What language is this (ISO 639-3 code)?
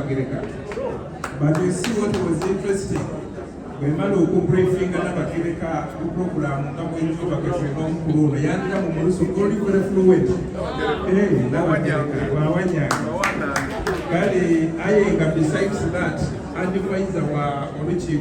xog